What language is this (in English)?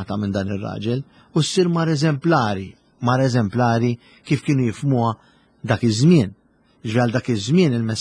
Maltese